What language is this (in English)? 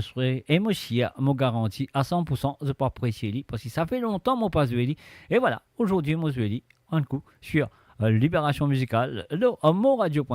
Morisyen